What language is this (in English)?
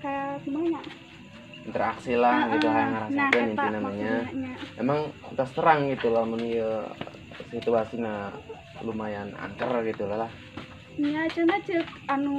Sundanese